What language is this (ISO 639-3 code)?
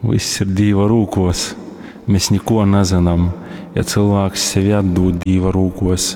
ltg